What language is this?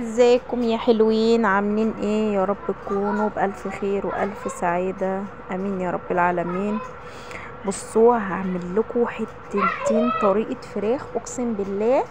Egyptian Arabic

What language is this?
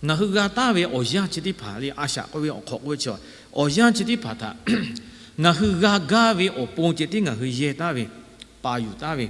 Lahu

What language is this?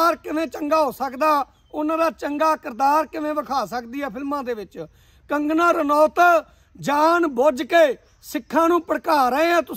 Punjabi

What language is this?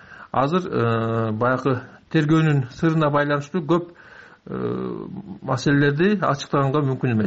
Kyrgyz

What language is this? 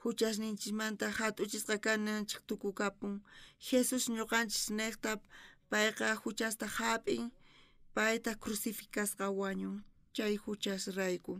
South Bolivian Quechua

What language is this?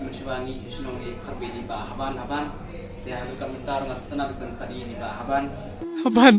Khasi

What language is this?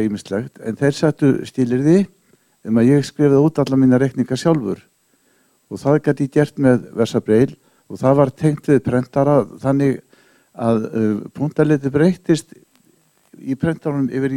Icelandic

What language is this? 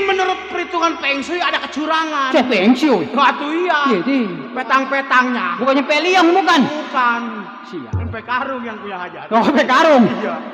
Betawi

